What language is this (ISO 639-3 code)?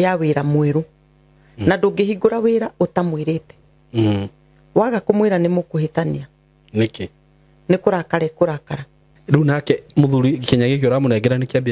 kik